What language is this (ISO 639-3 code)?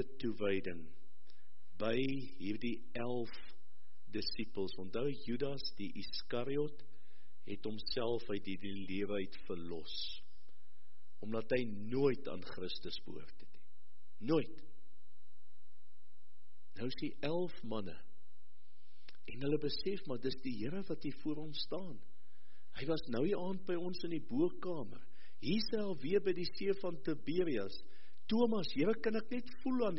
afr